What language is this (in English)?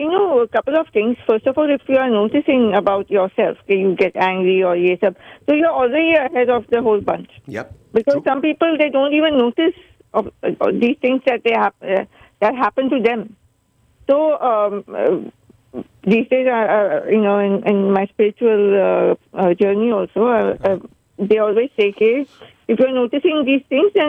Urdu